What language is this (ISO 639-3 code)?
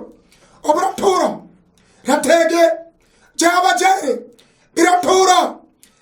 luo